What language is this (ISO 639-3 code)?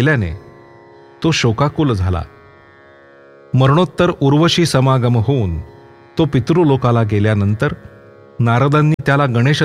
mar